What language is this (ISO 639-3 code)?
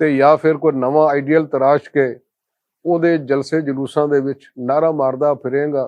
lah